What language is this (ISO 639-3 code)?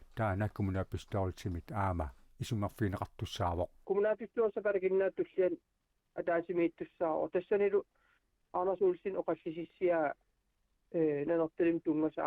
kal